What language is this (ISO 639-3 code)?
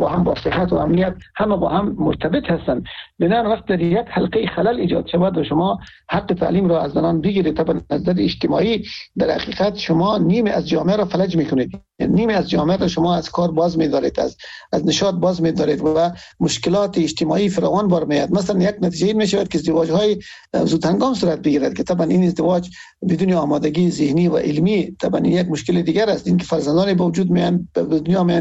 fas